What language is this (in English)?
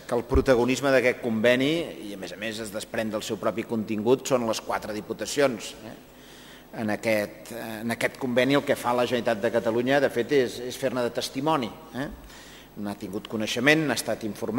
Catalan